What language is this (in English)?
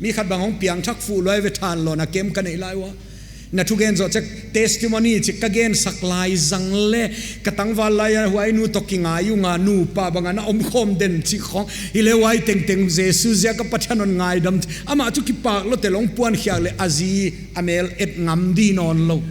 Paite Chin